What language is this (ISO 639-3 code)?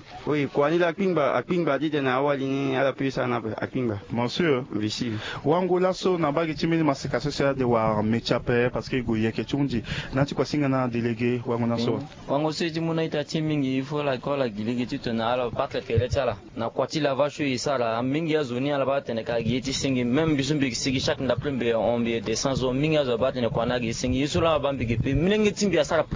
sag